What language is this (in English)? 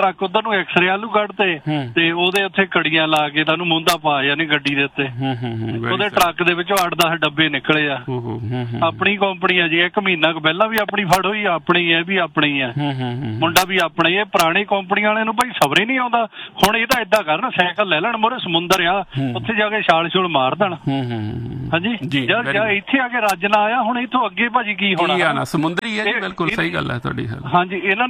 Punjabi